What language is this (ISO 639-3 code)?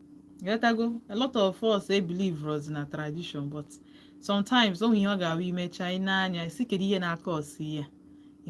ibo